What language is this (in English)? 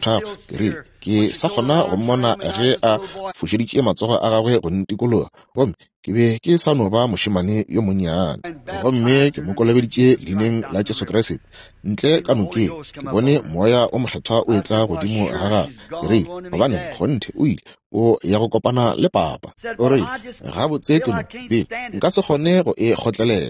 Northern Sotho